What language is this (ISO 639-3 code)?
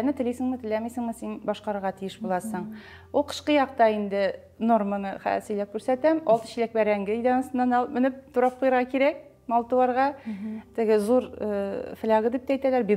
tat